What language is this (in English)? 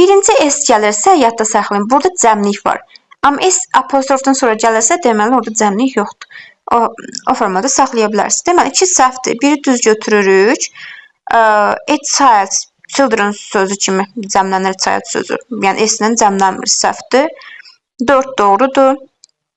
Azerbaijani